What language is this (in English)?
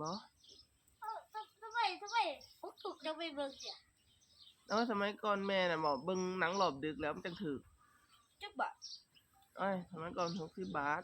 Lao